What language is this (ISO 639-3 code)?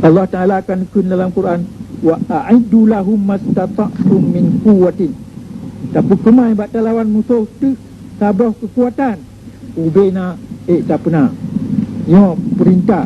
ace